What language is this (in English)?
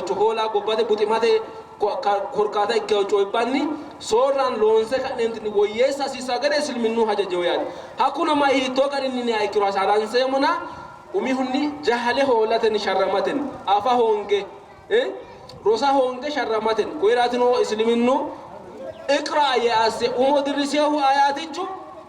Sidamo